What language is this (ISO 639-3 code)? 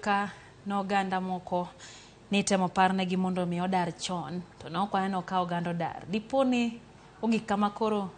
luo